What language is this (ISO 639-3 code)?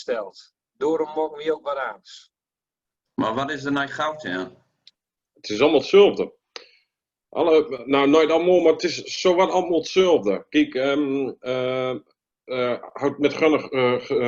gos